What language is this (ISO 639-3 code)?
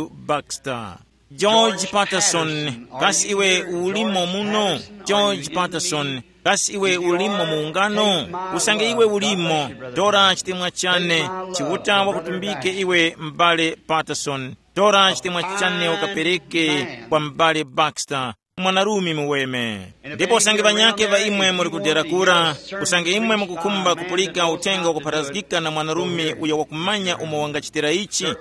tum